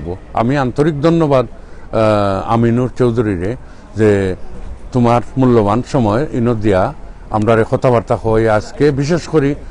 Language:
Sylheti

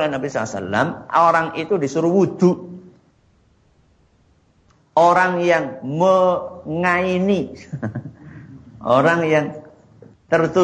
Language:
Indonesian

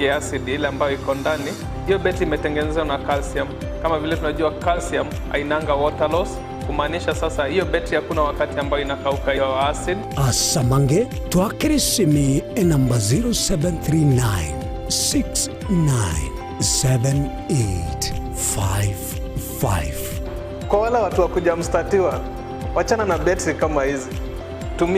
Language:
Gusii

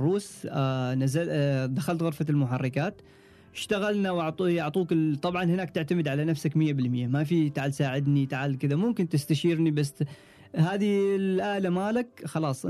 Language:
Gulf Arabic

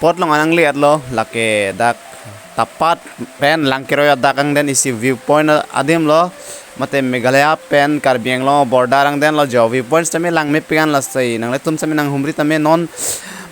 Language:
Karbi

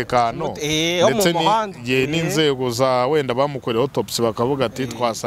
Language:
Kinyarwanda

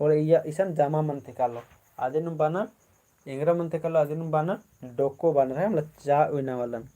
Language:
Kurukh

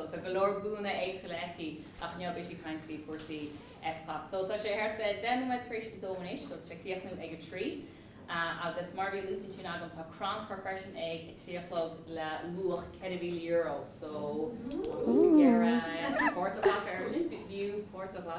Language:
Irish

